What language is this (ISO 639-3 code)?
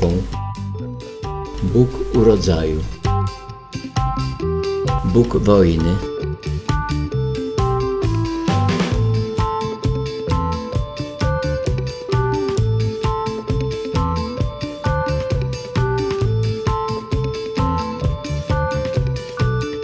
pol